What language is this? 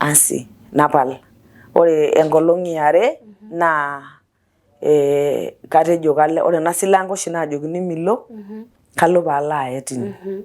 Masai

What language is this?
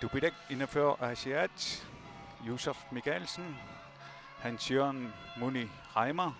Kalaallisut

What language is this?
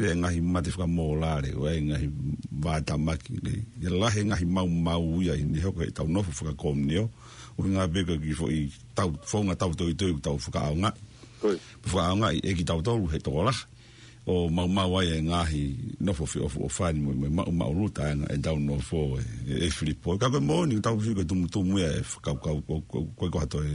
Tongan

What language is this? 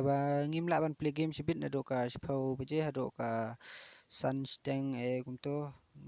Khasi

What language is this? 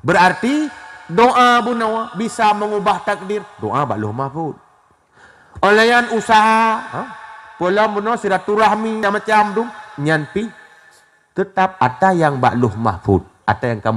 Achinese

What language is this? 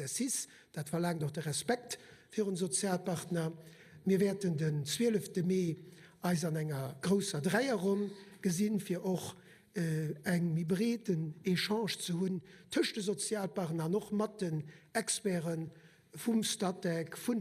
Luxembourgish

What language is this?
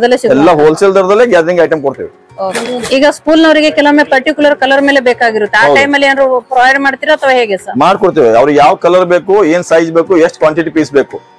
Kannada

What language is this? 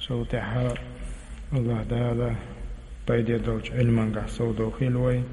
Chechen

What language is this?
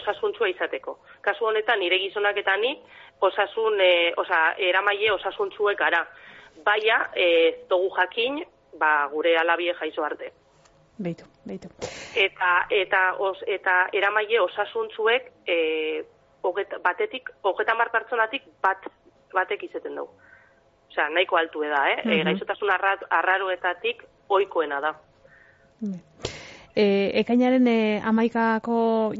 Basque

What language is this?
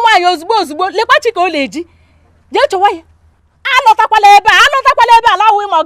Igbo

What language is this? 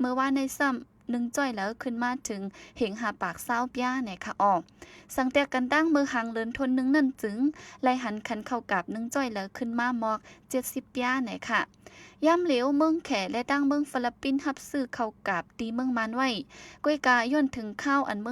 Shan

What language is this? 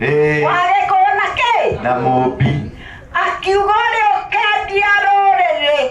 Kikuyu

